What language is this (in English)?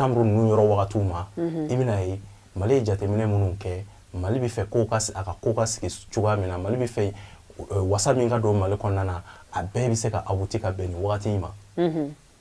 Bambara